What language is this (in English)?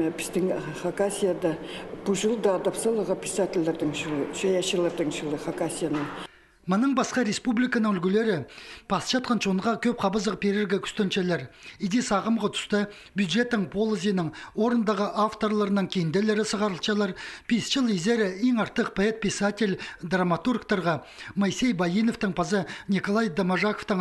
Khakas